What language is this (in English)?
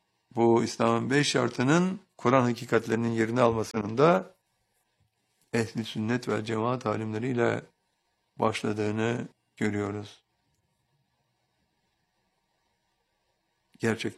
Turkish